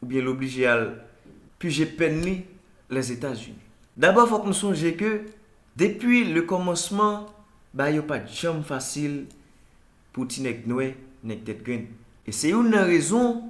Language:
Haitian Creole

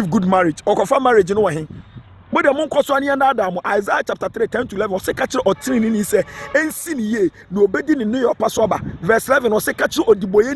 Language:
Akan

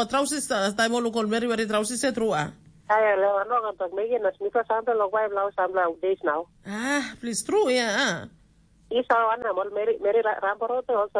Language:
Tok Pisin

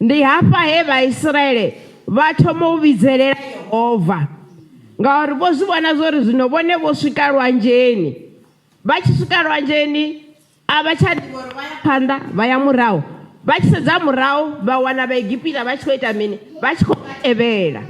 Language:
Venda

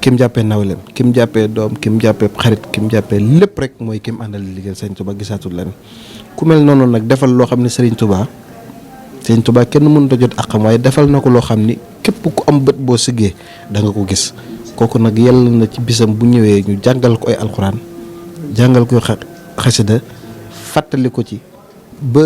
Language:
Wolof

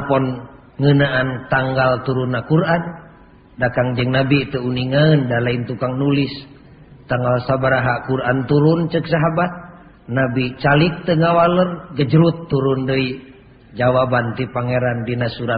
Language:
Sundanese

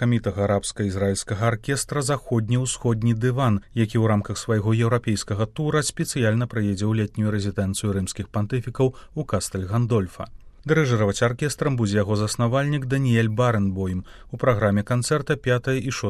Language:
Belarusian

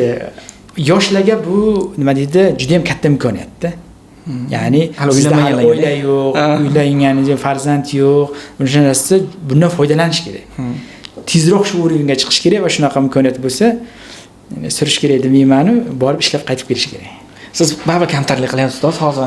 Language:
Uzbek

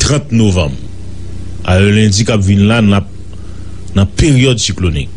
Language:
Haitian Creole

